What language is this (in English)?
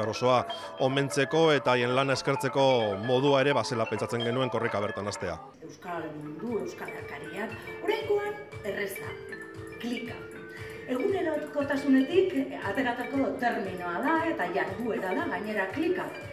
Basque